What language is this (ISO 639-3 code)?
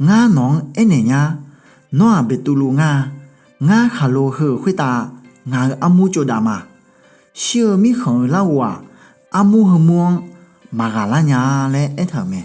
ahk